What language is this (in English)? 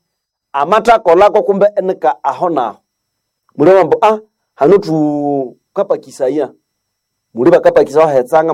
Nande